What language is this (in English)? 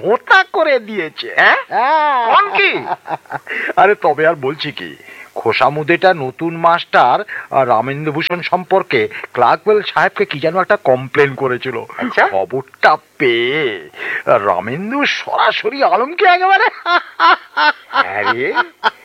Bangla